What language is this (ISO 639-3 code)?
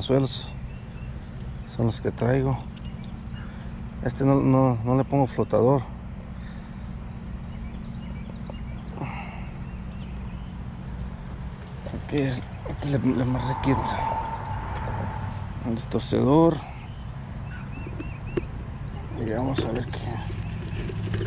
spa